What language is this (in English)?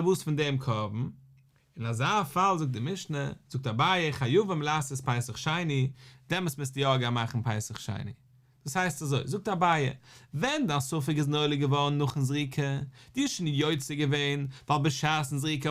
Yiddish